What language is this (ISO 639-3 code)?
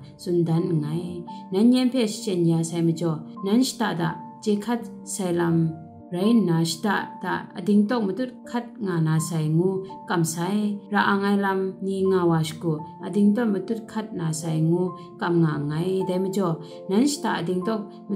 kac